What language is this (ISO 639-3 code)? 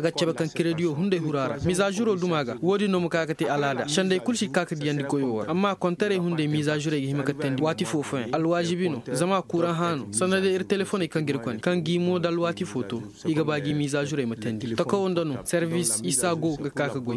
ses